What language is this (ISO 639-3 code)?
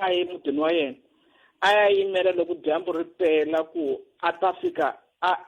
tso